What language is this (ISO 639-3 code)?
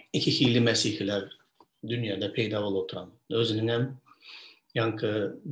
tuk